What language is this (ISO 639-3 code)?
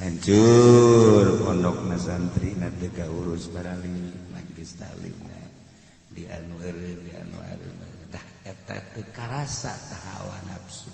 sun